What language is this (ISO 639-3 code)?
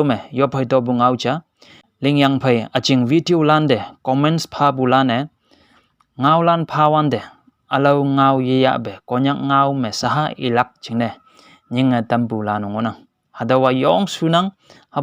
nbe